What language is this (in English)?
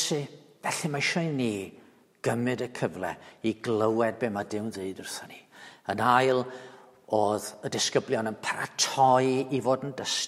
Welsh